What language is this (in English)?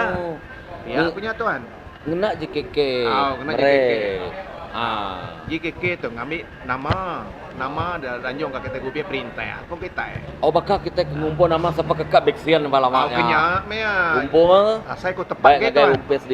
Iban